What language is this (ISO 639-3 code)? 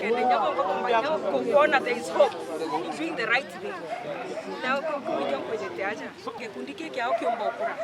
mer